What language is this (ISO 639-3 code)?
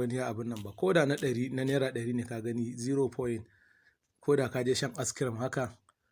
hau